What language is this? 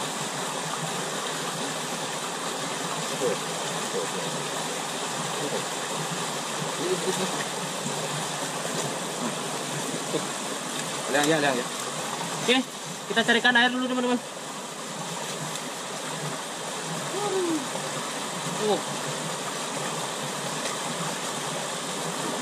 Indonesian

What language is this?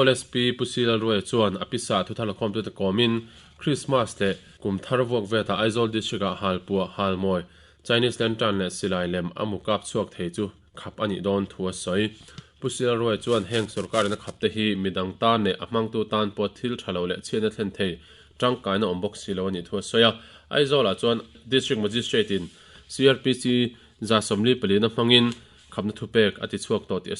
Mizo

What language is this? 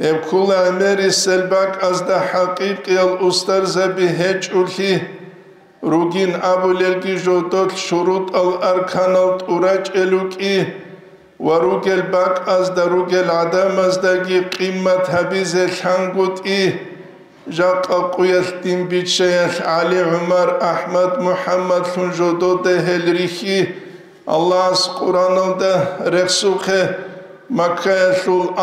Avaric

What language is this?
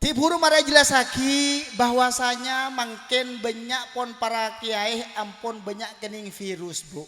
Madurese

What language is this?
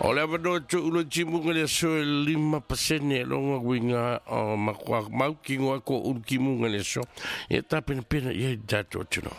Samoan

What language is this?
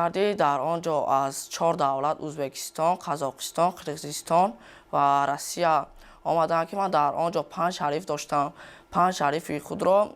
Tajik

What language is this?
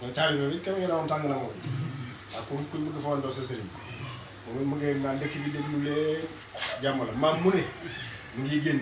Wolof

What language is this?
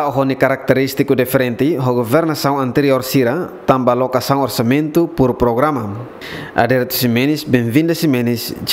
Tetum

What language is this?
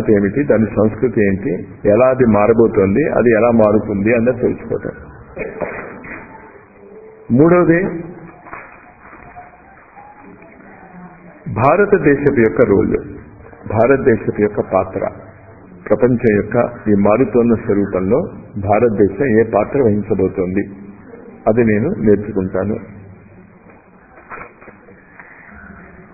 Telugu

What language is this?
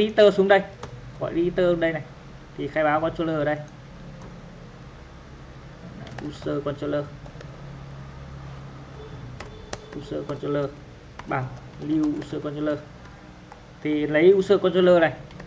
Vietnamese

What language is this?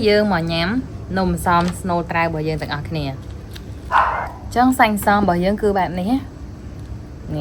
Khmer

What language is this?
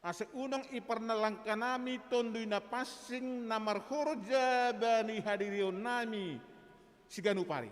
Batak Simalungun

